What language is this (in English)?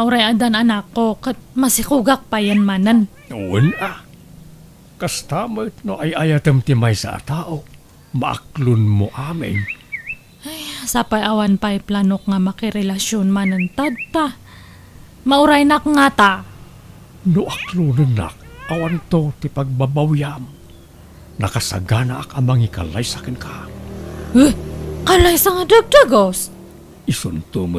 Iloko